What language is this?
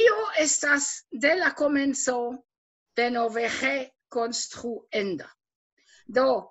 Esperanto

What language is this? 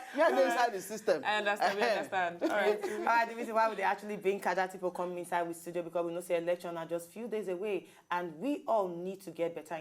Nigerian Pidgin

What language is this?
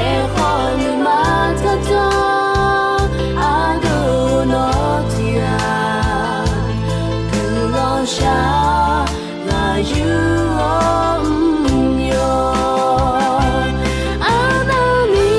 Akha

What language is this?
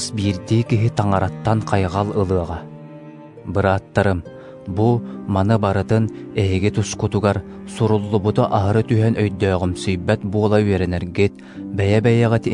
Yakut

